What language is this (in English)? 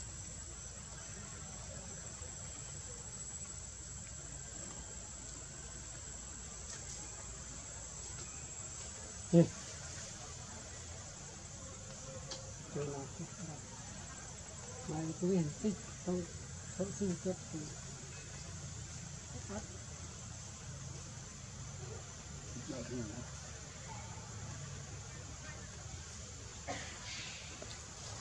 Vietnamese